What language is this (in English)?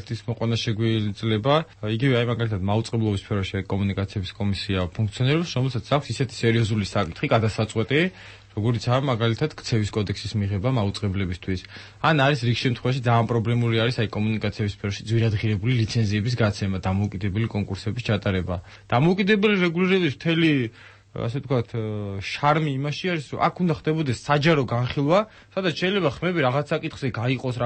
Georgian